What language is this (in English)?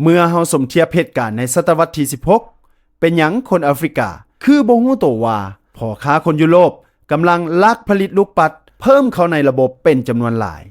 Lao